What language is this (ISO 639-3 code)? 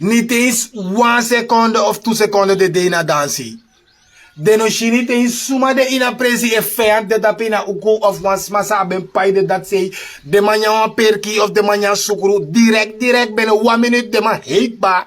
srn